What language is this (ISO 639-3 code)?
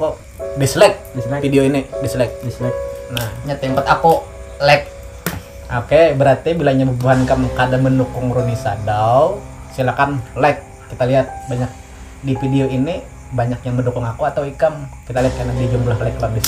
bjn